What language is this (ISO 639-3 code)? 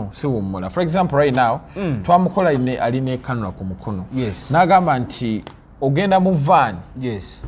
lug